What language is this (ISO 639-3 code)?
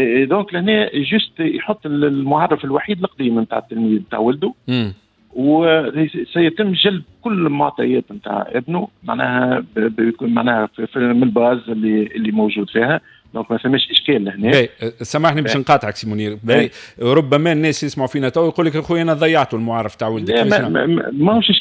aeb